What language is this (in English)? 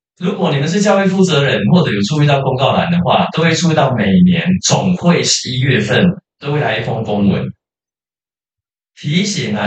Chinese